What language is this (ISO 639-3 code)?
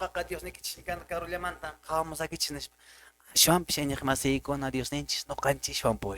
que